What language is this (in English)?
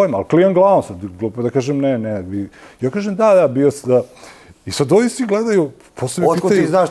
Serbian